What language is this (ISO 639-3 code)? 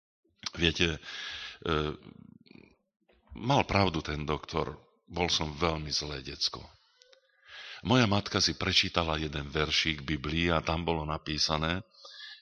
slk